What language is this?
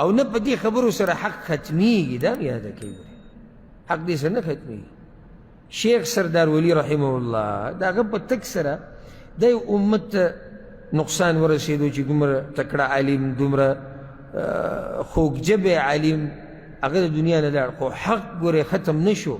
Pashto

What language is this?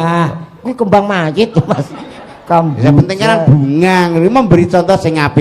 Javanese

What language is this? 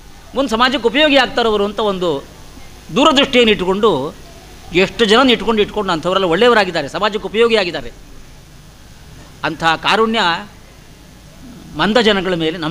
Kannada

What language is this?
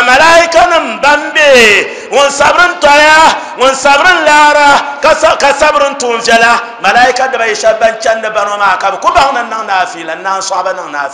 Dagbani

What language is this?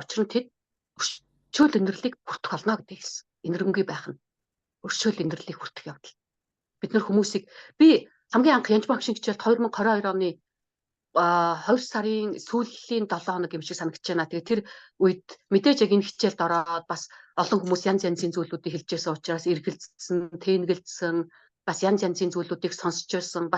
Mongolian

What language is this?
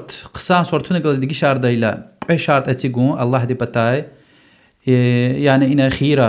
Lezghian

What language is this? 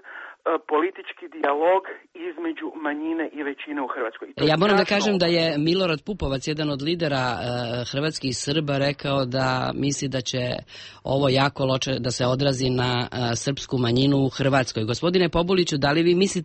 Serbian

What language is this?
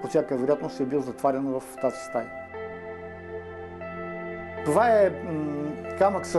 Bulgarian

